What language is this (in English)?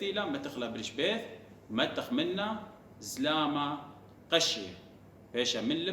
Assyrian Neo-Aramaic